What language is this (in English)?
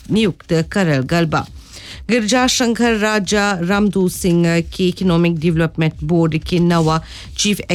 Bhojpuri